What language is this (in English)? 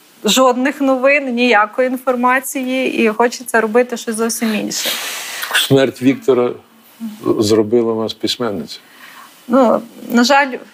Ukrainian